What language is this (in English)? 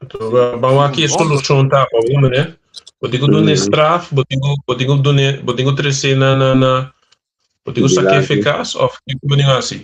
Papiamento